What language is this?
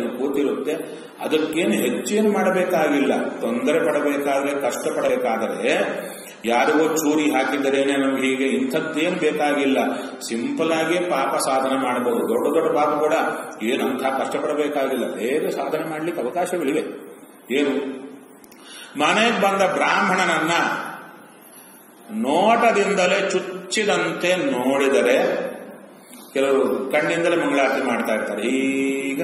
Kannada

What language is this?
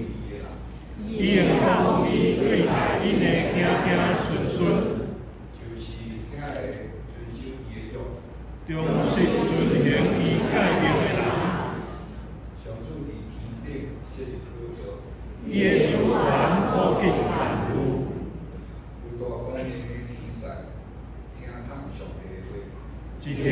Min Nan Chinese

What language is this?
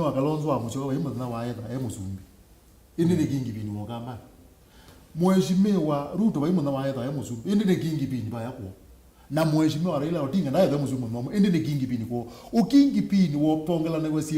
Kamba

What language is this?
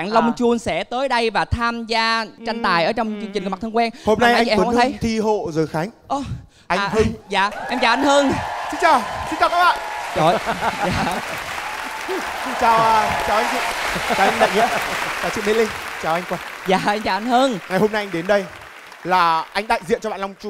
Vietnamese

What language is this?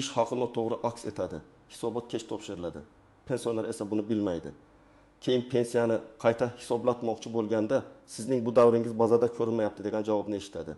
Uzbek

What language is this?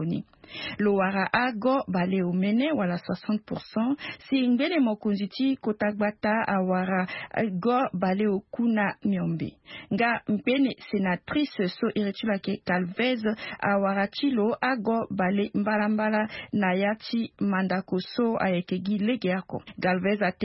Sango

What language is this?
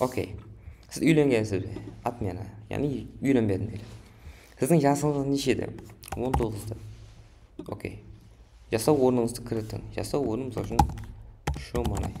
Kara-Kalpak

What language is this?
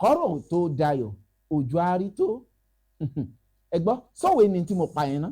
Yoruba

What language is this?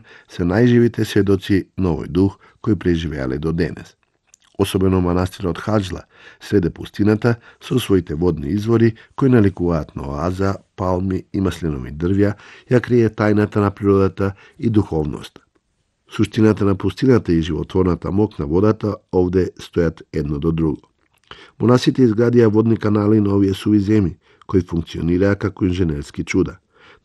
Macedonian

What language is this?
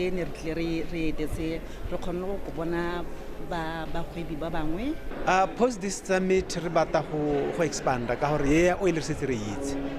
Tswana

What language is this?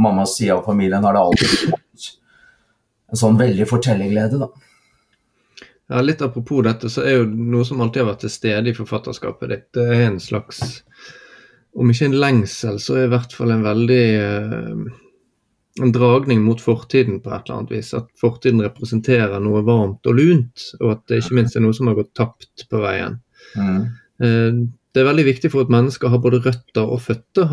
Norwegian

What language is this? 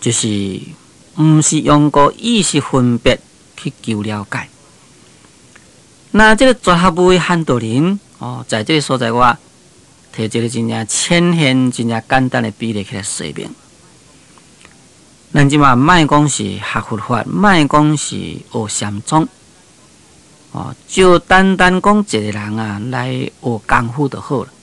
Min Nan Chinese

